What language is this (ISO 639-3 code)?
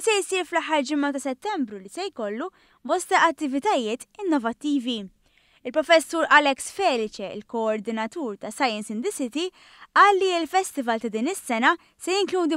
mlt